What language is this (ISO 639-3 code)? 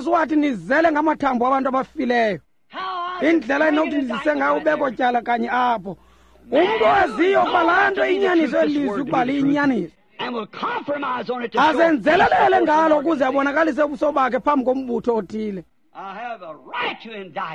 xho